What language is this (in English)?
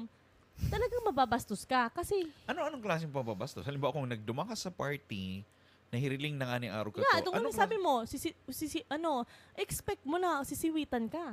Bikol